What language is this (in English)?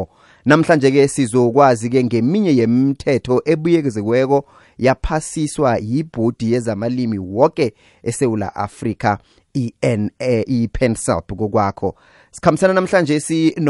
South Ndebele